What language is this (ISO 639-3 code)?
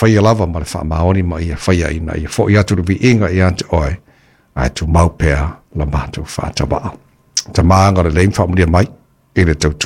smo